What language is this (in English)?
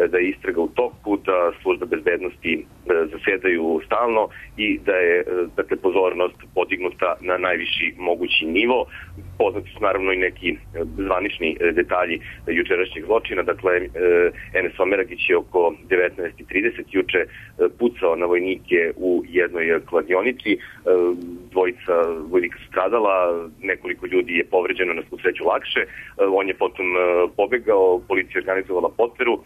Serbian